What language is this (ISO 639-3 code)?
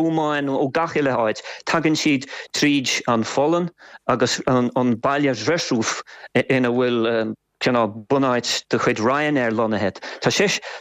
gle